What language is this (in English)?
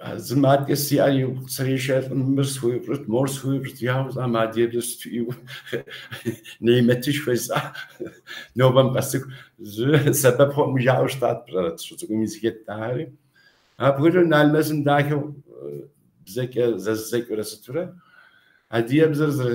Kabardian